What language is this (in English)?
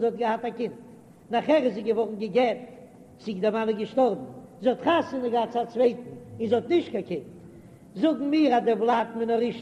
Yiddish